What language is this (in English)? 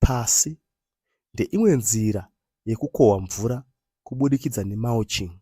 Shona